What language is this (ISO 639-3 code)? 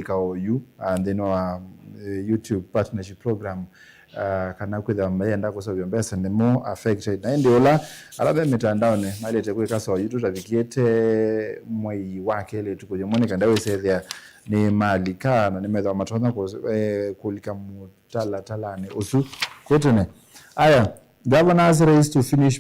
kam